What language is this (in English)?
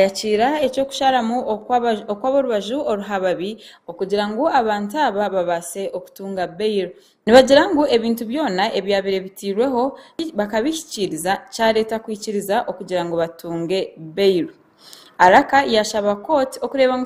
Nyankole